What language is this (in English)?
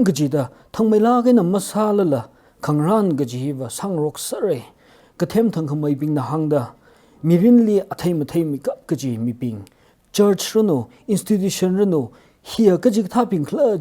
Tangkhul Naga (India)